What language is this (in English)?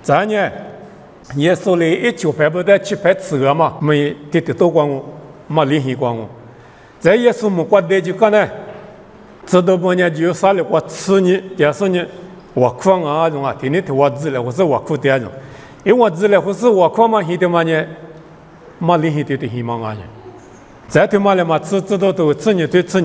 Lisu